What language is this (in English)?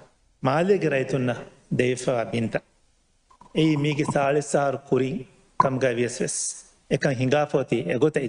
Divehi